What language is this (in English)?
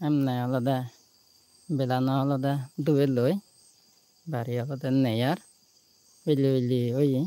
Chakma